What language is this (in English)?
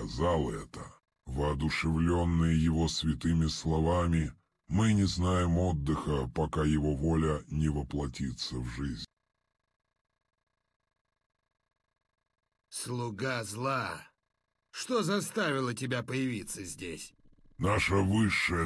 Russian